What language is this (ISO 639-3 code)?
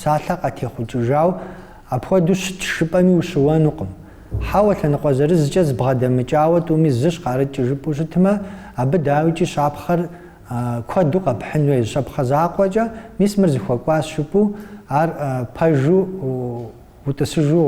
kbd